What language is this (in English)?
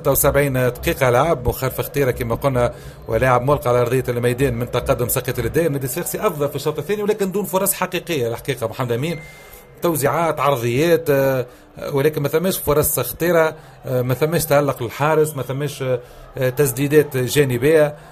Tunisian Arabic